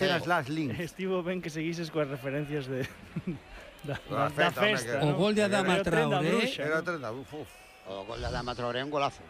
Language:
Galician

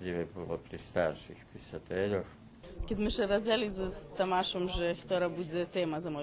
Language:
Rusyn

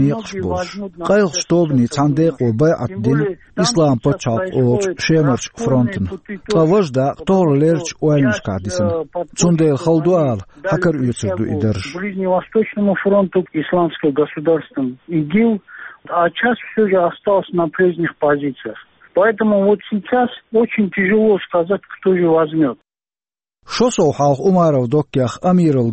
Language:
Chechen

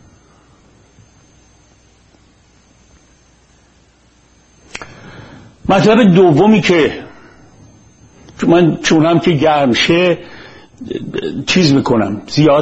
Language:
Persian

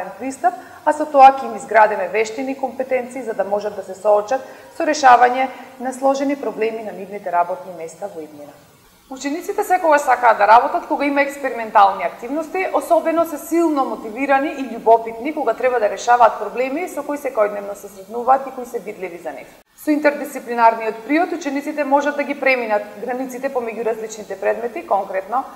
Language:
Macedonian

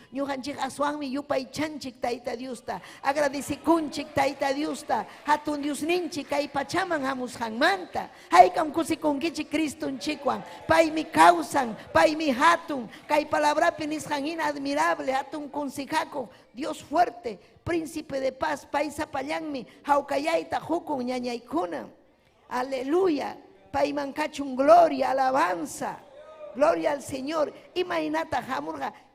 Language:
Ayacucho Quechua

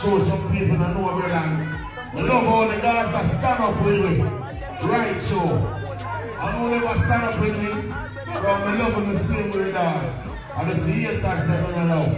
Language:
Jamaican Creole English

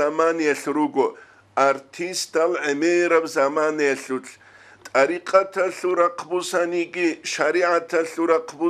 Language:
Avaric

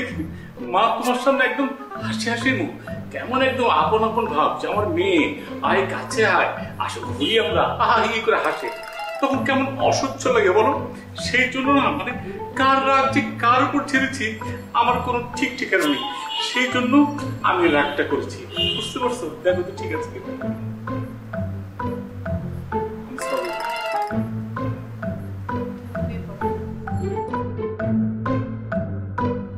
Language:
Bangla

